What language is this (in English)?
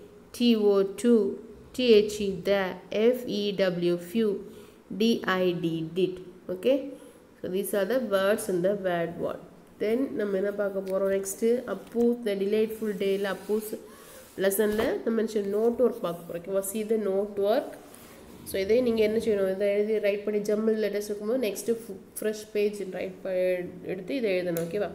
Tamil